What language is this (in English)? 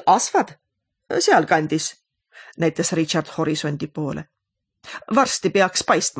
Estonian